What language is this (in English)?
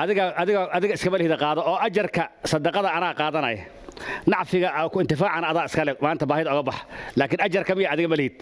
Somali